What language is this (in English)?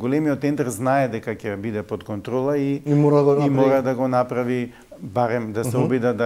Macedonian